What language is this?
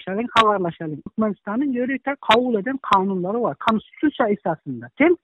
Turkmen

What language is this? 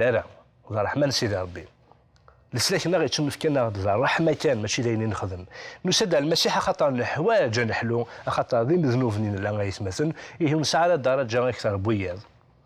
Kabyle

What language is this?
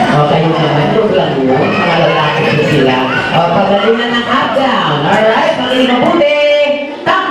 Filipino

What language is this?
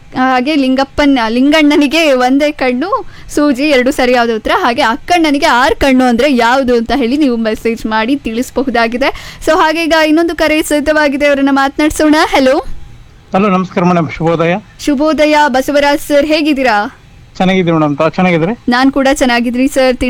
Kannada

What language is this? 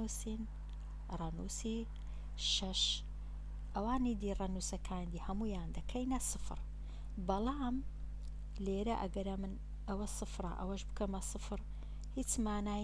Central Kurdish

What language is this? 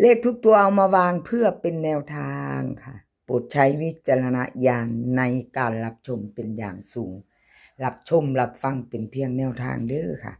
Lao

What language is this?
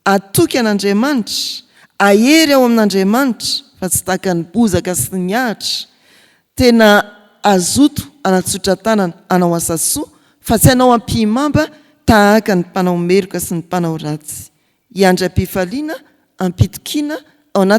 Malagasy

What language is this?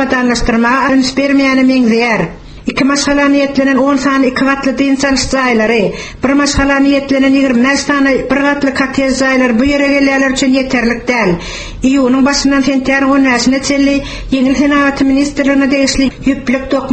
Turkmen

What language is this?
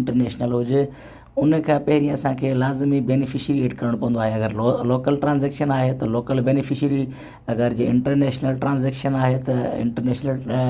Sindhi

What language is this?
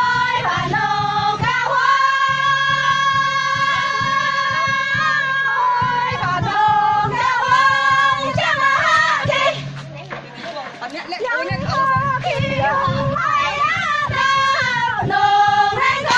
Vietnamese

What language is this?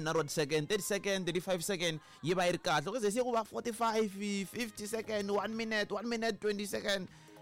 Tsonga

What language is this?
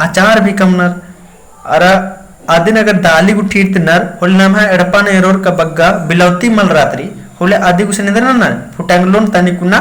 Kurukh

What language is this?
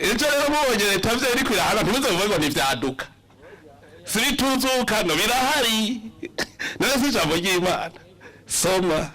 Rundi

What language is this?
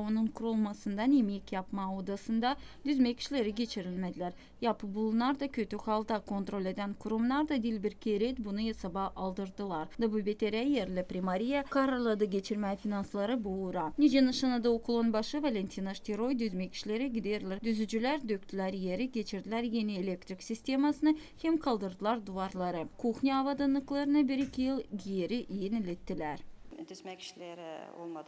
Gagauz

